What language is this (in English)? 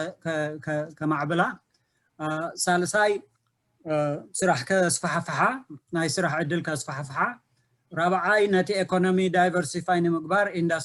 Tigrinya